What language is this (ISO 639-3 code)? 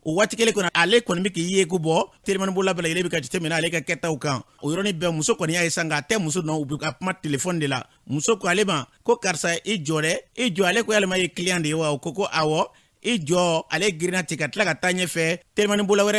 bam